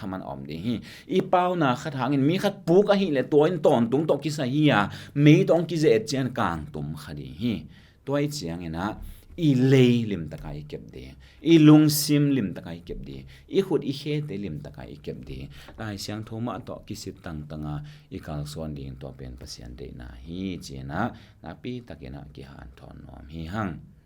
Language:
Tedim Chin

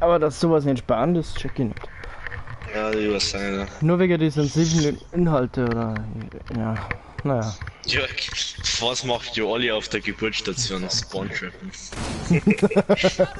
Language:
Bavarian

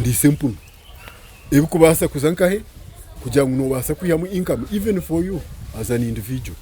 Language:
Nyankole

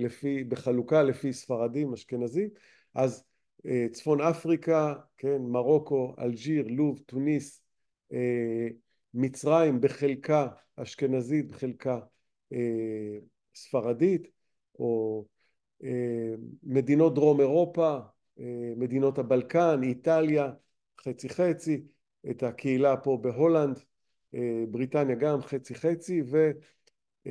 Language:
Hebrew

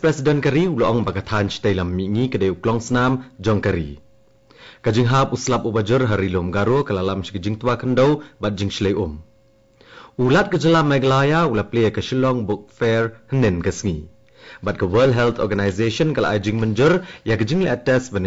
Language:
Khasi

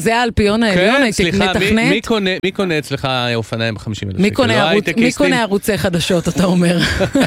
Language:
Hebrew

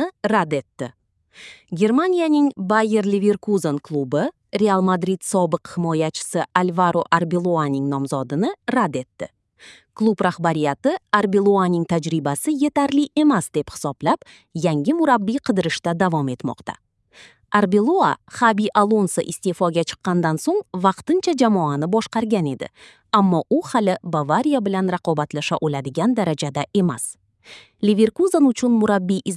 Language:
Uzbek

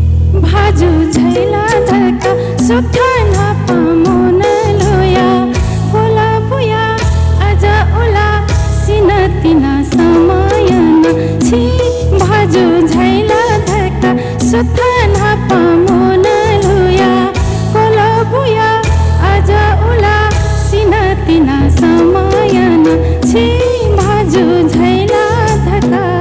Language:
Newari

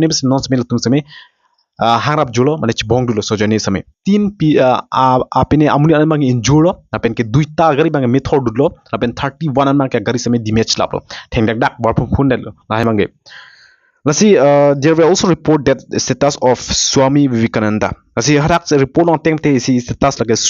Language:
Karbi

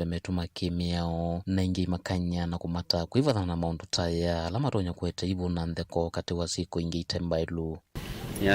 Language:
Kamba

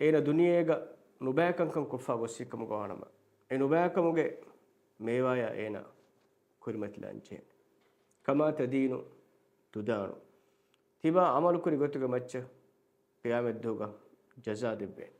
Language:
Divehi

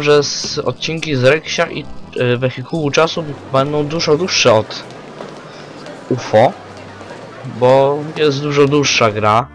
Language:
Polish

